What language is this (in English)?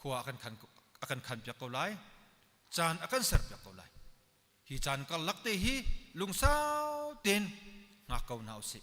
Hakha Chin